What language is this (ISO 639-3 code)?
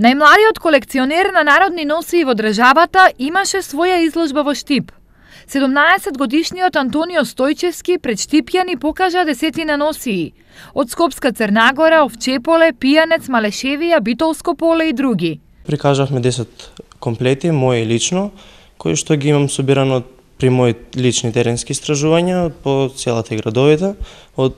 mkd